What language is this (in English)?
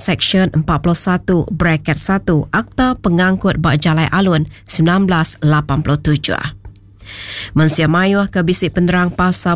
Iban